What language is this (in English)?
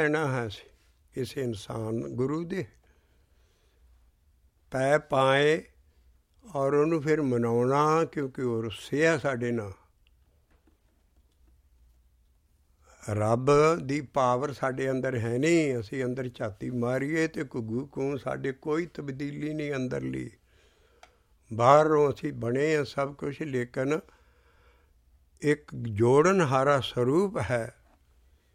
Punjabi